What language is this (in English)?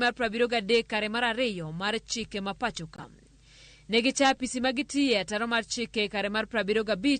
Luo (Kenya and Tanzania)